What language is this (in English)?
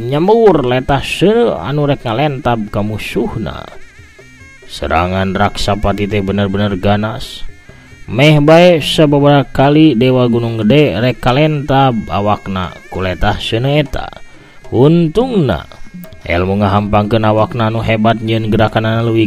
Sundanese